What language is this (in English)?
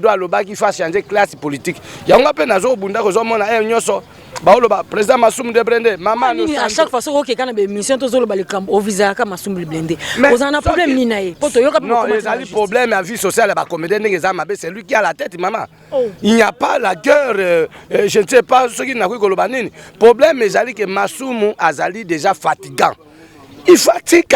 Lingala